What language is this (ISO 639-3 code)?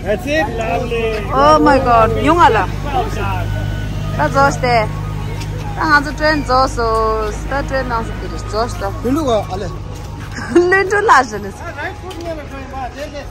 bod